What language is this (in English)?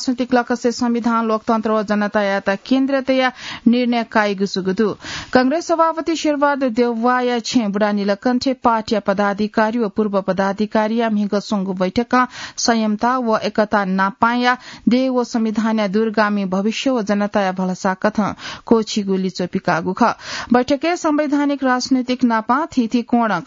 Newari